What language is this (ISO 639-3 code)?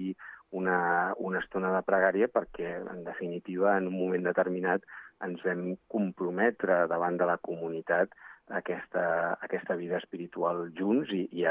cat